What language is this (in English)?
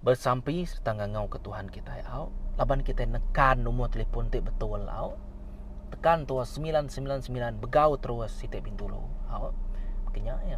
Iban